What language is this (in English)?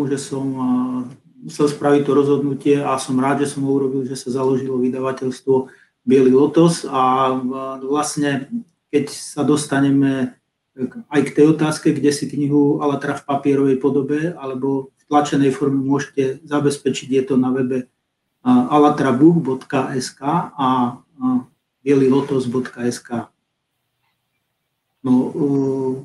Slovak